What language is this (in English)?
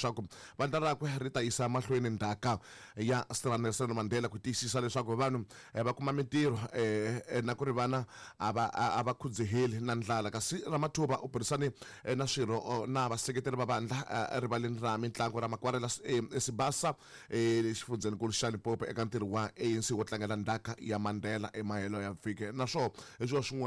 Tsonga